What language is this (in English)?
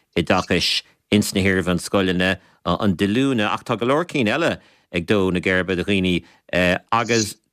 Irish